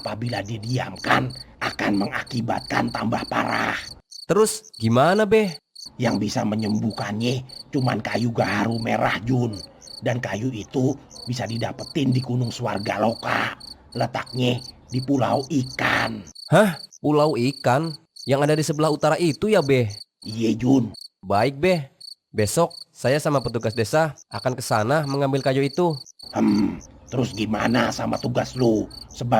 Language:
Betawi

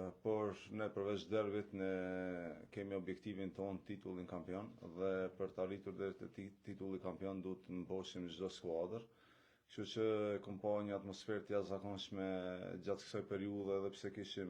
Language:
Albanian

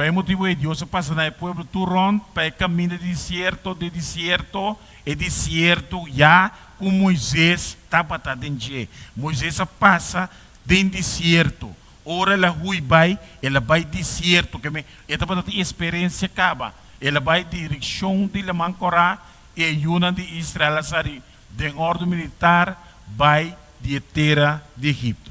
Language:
Papiamento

